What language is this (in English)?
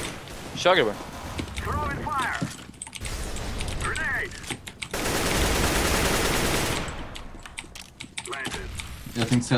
Swedish